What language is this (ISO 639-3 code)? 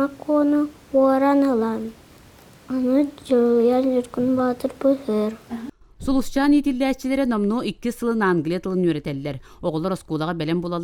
sah